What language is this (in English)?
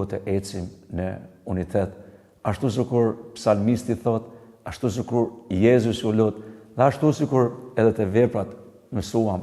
Albanian